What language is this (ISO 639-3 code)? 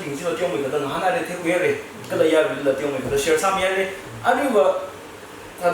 nmf